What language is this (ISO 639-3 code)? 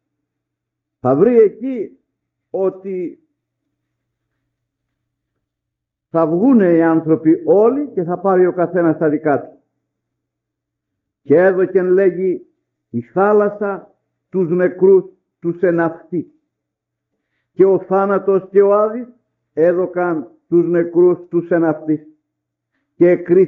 ell